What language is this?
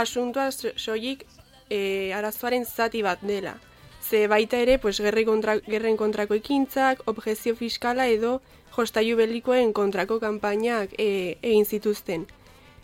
Basque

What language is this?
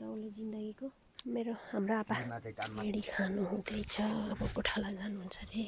Nepali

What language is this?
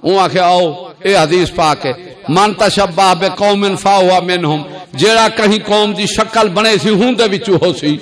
Saraiki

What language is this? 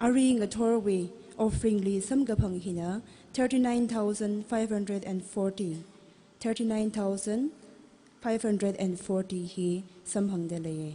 Tangkhul Naga (India)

